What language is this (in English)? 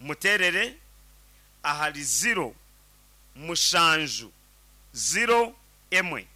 Nyankole